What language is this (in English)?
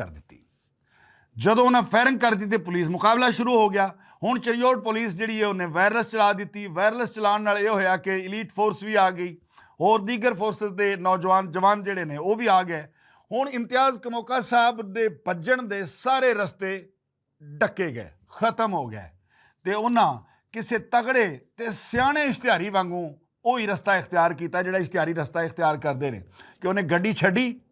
Western Panjabi